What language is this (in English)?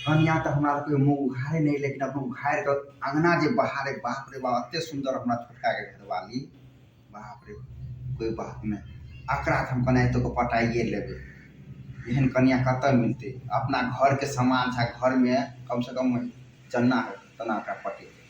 Maithili